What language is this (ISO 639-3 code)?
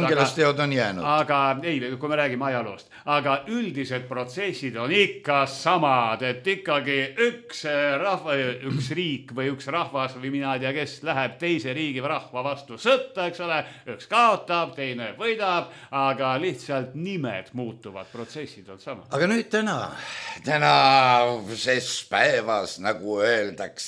est